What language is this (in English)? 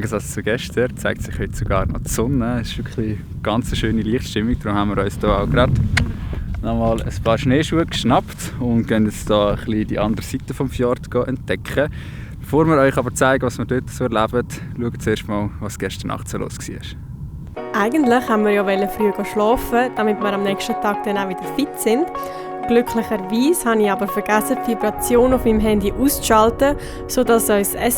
Swiss German